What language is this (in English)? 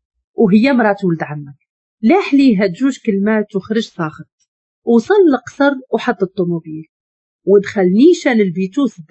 Moroccan Arabic